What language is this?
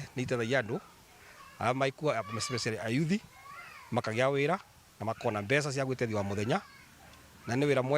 Meru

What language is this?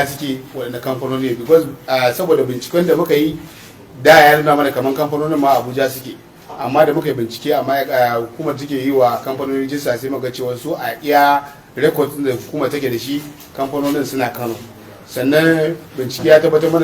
Hausa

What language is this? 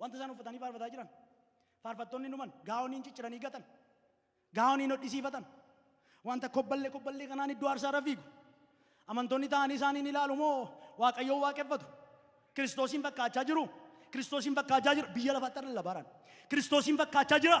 Oromo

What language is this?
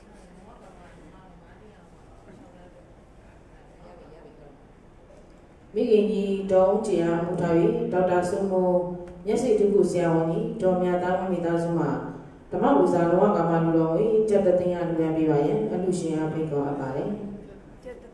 Burmese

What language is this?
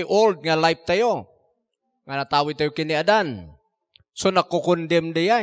Iloko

